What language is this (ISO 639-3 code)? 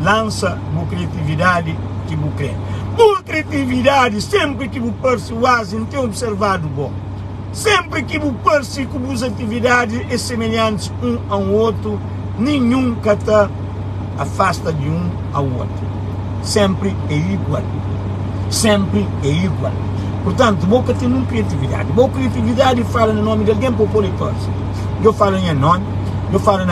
kea